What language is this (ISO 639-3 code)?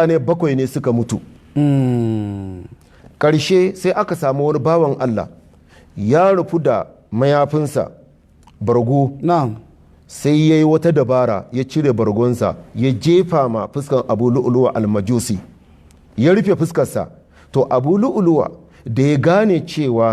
hau